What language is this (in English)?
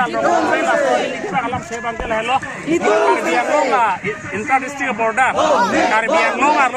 Karbi